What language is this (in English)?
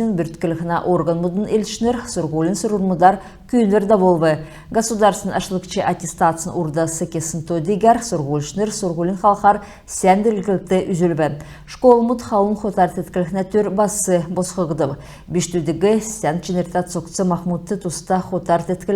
Kalmyk